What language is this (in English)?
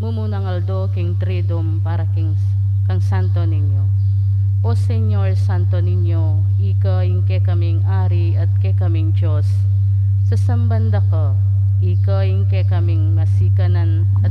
Pampanga